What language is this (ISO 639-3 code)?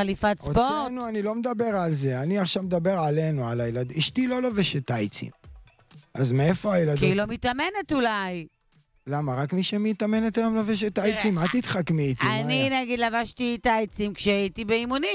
heb